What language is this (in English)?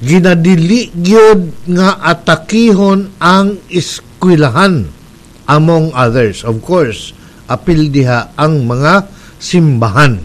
Cebuano